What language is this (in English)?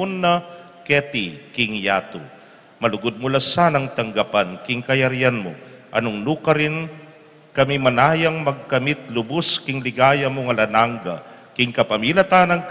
Pampanga